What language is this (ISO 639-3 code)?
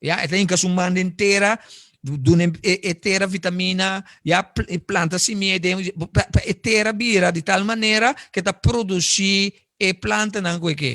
pap